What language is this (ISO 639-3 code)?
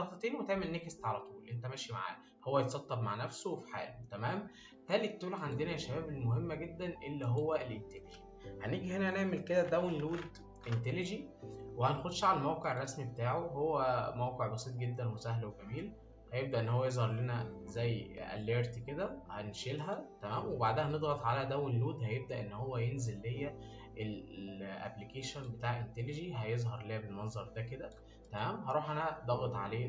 arz